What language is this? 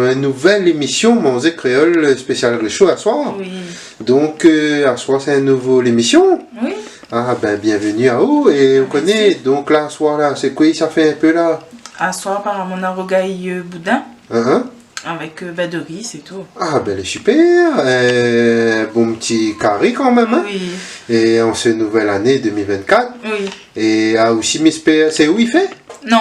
Réunion Creole French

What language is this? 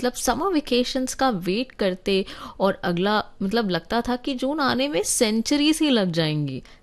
Hindi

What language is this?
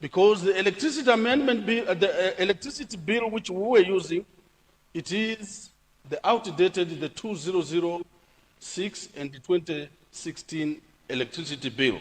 Nyanja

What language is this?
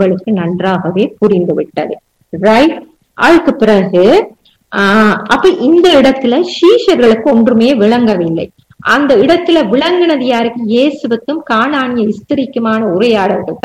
Tamil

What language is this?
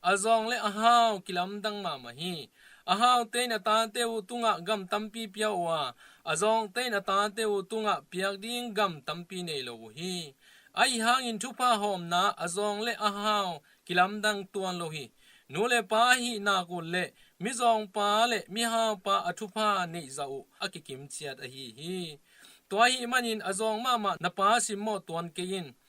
Tedim Chin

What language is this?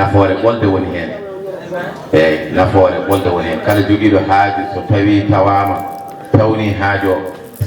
Fula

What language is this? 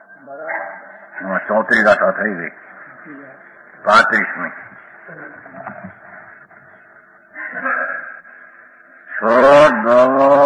Gujarati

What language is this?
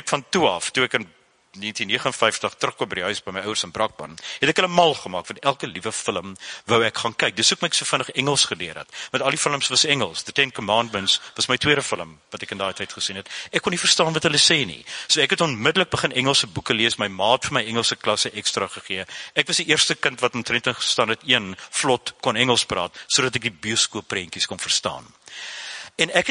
Afrikaans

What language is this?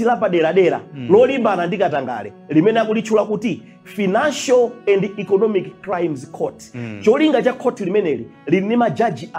Nyanja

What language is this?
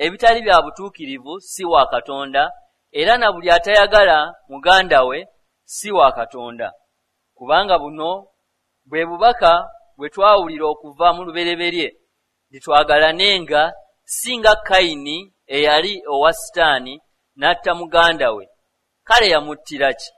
Ganda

